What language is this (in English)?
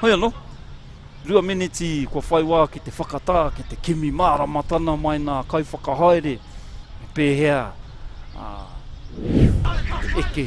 Māori